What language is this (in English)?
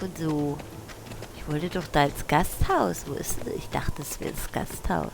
Swiss German